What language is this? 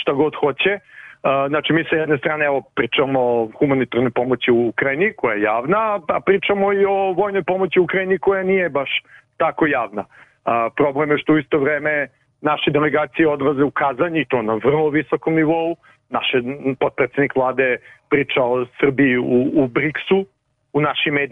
Serbian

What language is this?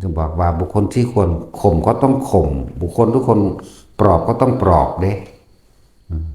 Northeastern Thai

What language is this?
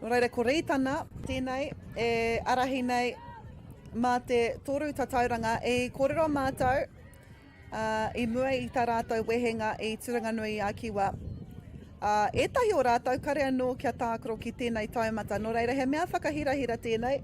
Māori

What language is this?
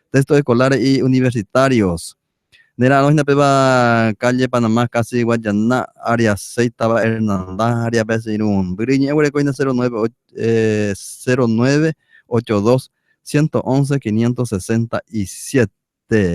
Guarani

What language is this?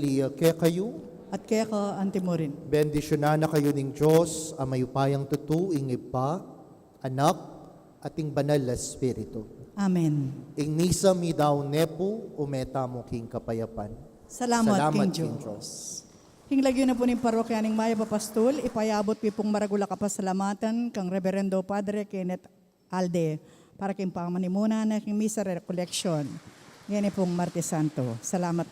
Pampanga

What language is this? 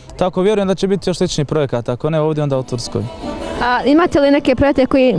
Bosnian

